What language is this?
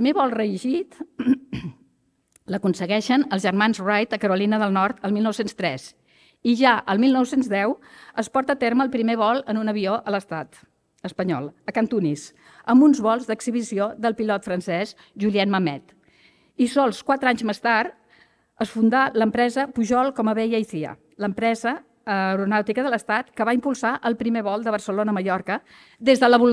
Catalan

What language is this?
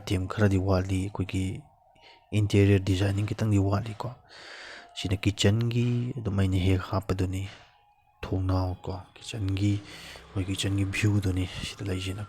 Manipuri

